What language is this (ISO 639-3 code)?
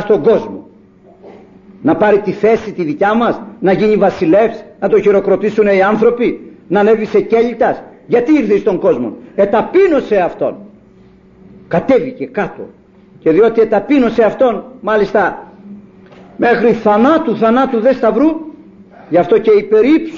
ell